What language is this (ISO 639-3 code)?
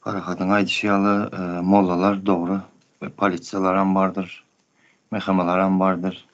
tuk